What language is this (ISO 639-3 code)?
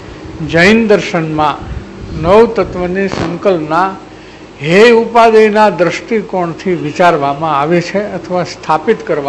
guj